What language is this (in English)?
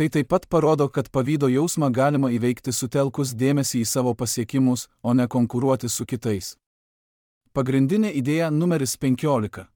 Lithuanian